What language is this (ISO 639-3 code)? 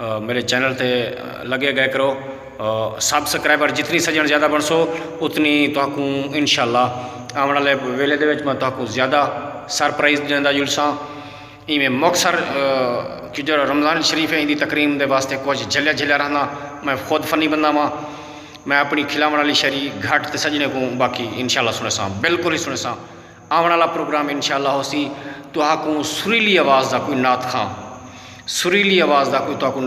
skr